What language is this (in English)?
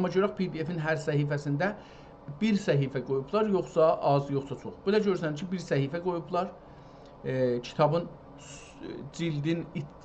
South Azerbaijani